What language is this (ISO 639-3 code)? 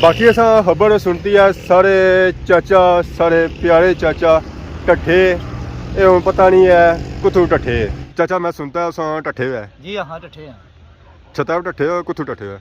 phr